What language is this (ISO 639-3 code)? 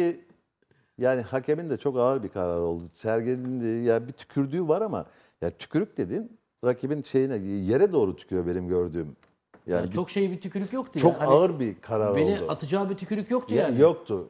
tur